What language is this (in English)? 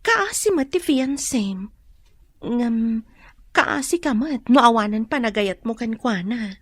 Iloko